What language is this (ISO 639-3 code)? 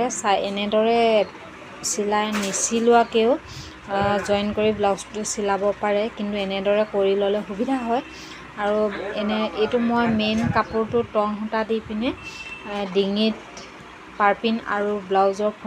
asm